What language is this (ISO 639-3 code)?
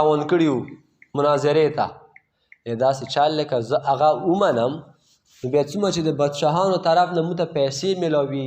pus